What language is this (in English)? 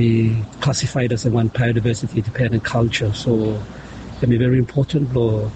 Bislama